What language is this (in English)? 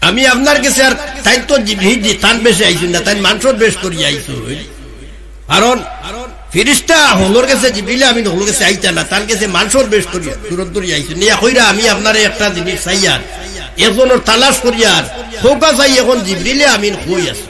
Sylheti